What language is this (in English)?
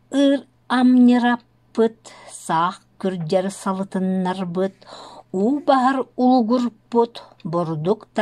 Yakut